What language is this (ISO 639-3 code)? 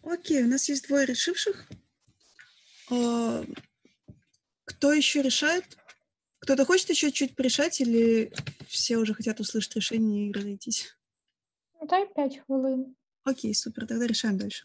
rus